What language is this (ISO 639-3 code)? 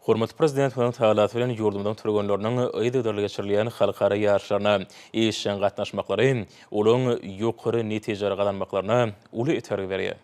tuk